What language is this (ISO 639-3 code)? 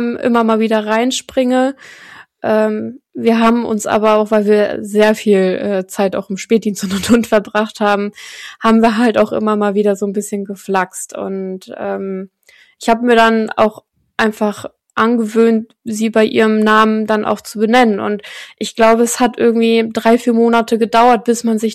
deu